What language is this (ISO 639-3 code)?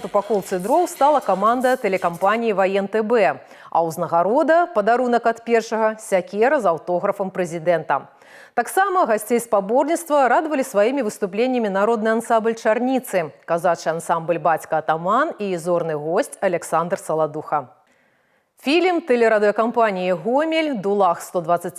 bel